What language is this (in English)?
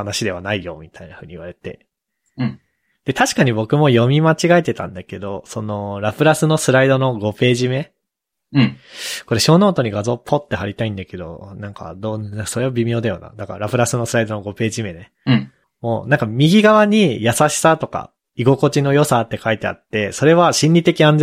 Japanese